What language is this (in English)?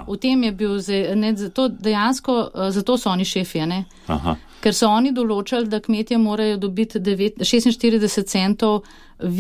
Slovenian